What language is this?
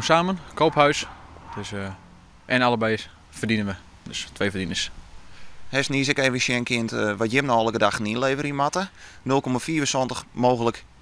Western Frisian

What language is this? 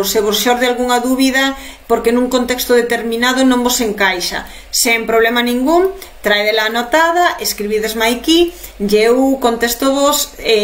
Galician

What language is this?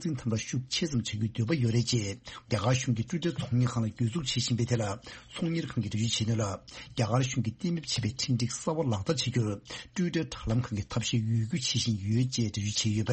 Tibetan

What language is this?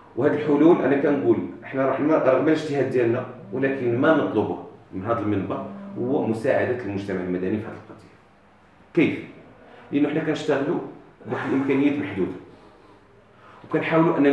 Moroccan Arabic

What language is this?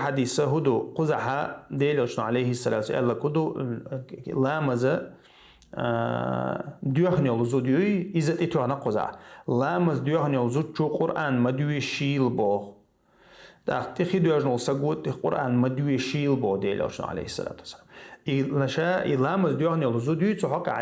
Chechen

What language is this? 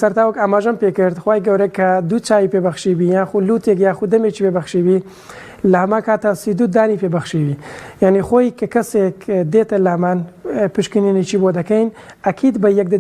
Central Kurdish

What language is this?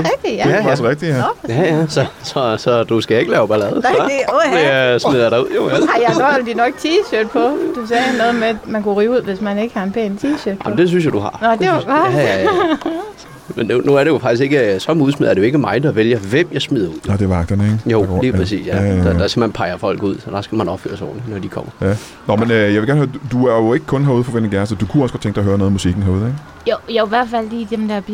Danish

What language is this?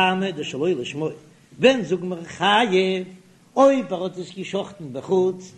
Yiddish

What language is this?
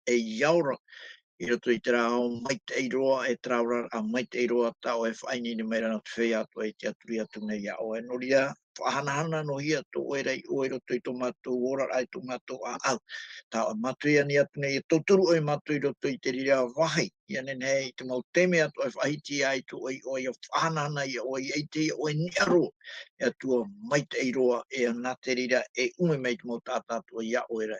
Tahitian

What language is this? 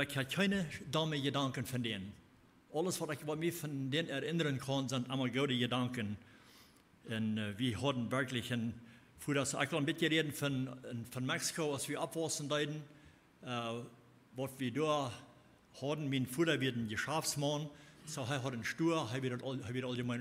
Plautdietsch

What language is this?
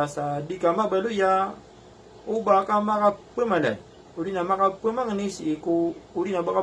Maranao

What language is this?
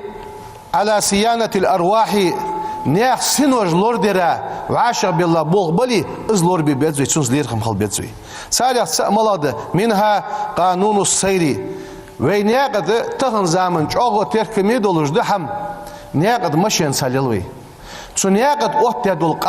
Ingush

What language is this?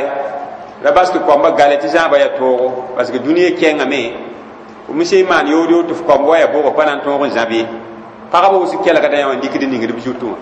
Mossi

